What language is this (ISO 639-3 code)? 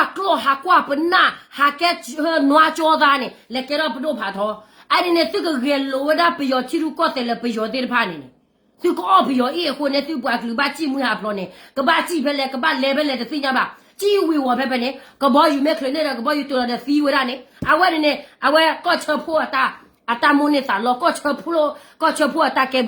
ksw